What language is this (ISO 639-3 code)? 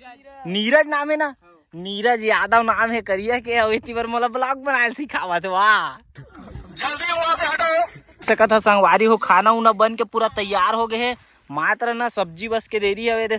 hne